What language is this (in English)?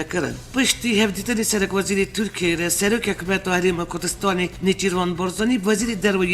Kurdish